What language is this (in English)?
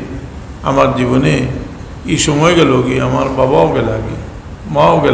Sylheti